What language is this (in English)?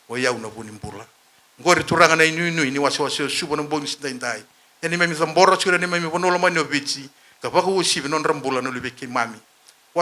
Fijian